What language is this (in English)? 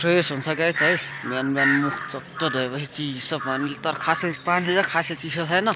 Nepali